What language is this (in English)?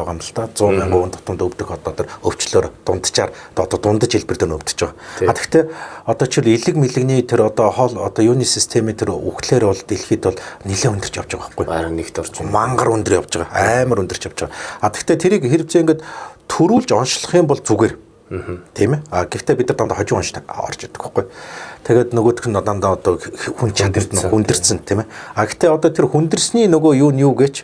Mongolian